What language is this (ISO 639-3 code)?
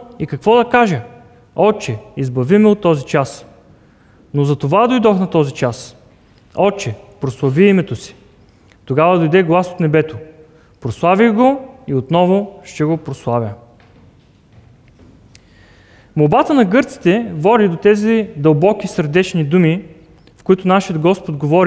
bul